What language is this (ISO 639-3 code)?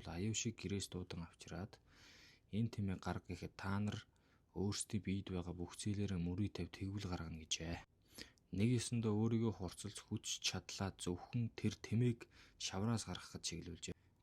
mon